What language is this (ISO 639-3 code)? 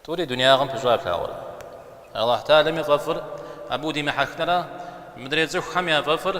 kbd